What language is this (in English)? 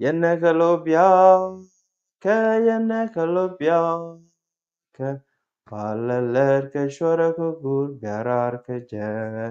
Nuer